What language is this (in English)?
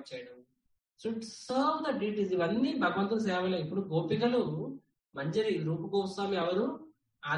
Telugu